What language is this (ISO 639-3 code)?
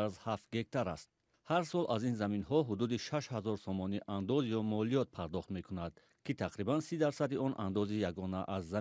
tgk